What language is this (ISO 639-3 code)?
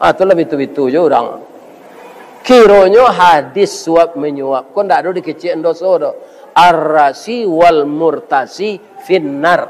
min